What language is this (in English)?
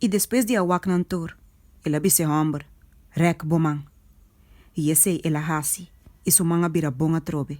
Papiamento